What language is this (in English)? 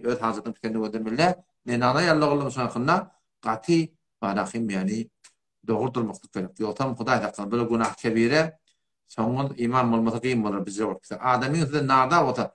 Turkmen